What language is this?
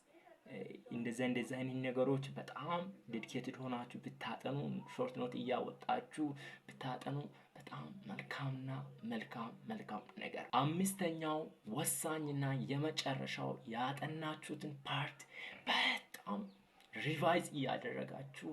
Amharic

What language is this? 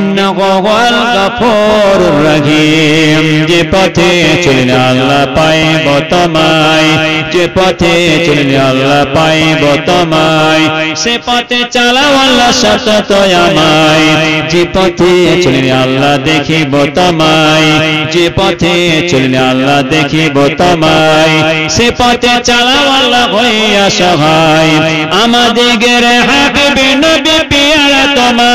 Bangla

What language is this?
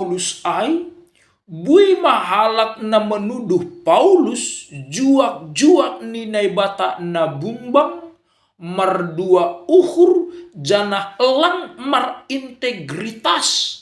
Batak Simalungun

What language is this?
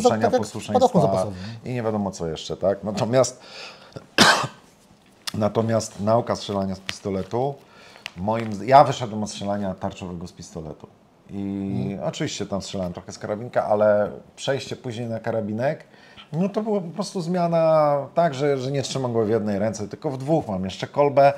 Polish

